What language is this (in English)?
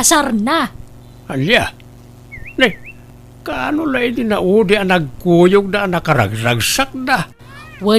Iloko